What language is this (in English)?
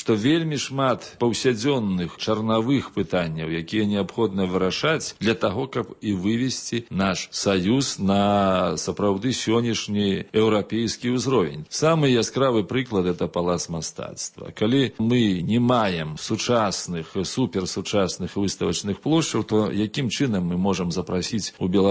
Belarusian